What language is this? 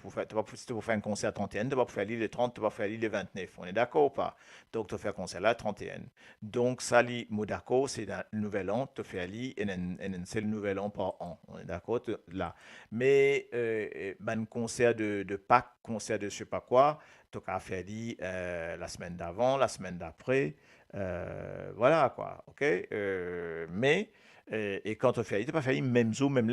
Morisyen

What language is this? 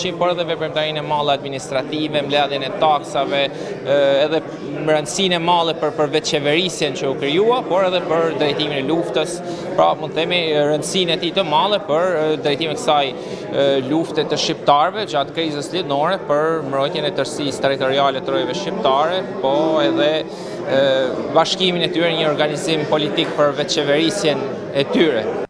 Albanian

